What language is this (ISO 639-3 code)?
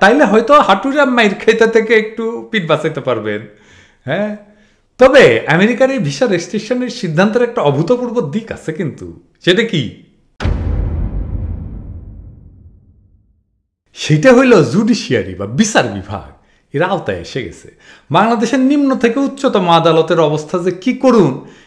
ben